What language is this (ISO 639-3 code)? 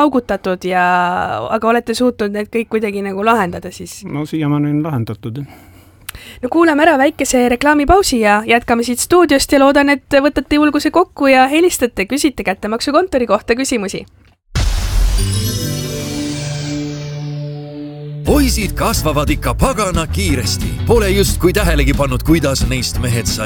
est